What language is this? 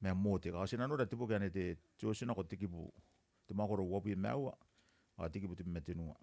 Gilbertese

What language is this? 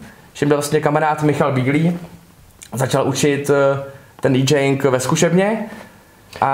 Czech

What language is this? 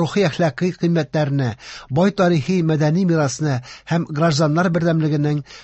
Tatar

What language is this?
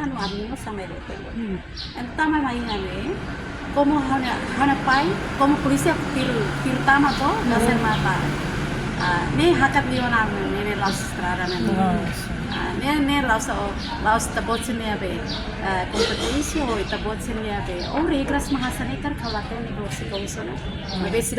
Tetum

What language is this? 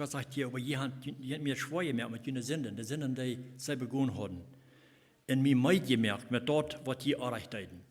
Plautdietsch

